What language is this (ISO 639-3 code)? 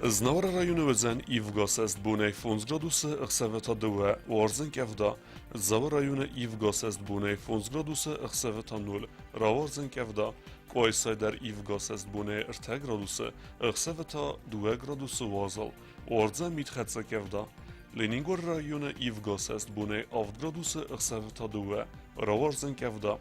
oss